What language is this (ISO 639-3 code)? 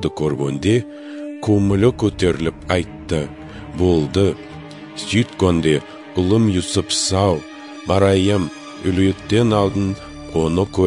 kaz